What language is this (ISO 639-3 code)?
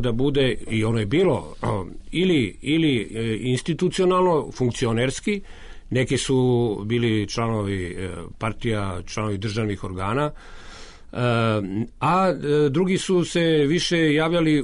srp